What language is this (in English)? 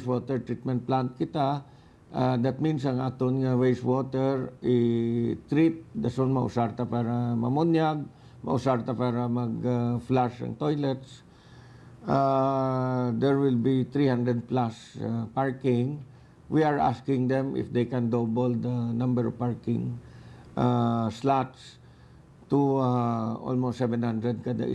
Hiligaynon